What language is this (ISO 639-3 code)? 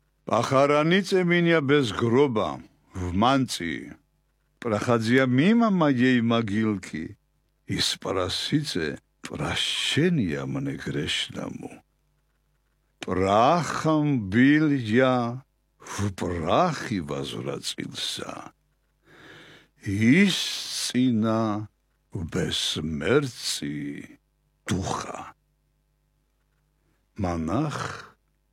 rus